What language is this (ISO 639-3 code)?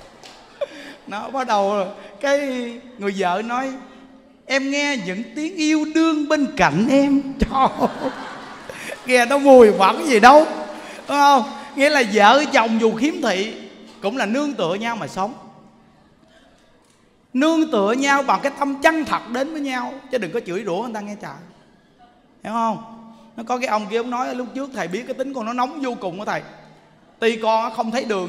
vie